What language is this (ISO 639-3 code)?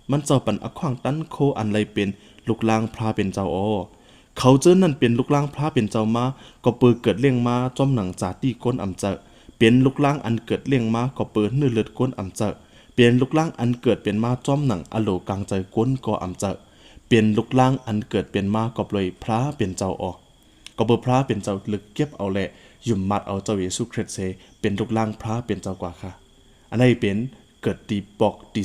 shn